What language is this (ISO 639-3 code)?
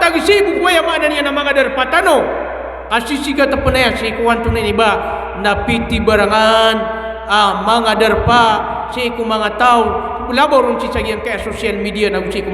mrw